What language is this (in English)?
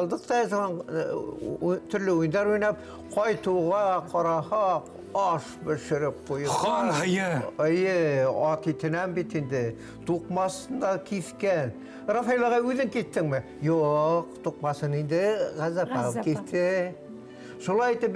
Bashkir